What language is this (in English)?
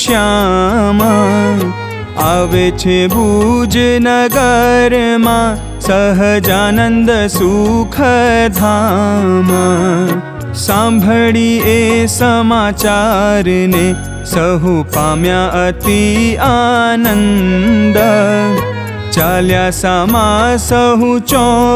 Gujarati